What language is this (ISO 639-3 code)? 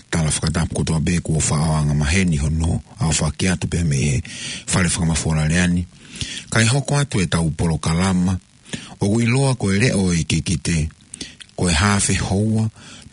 ton